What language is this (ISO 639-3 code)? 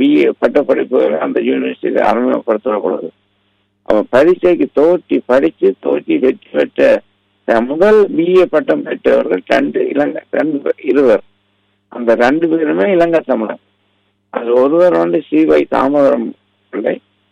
tam